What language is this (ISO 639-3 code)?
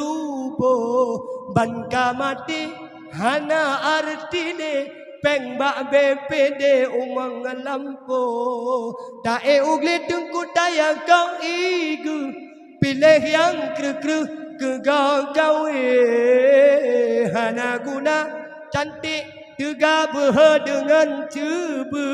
ace